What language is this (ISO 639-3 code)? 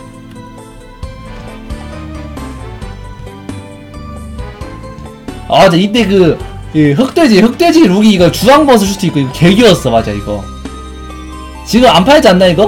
kor